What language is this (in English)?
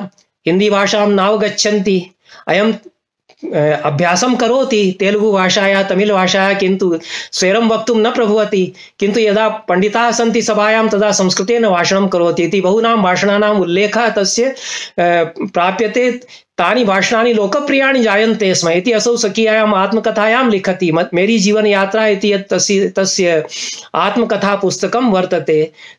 Sanskrit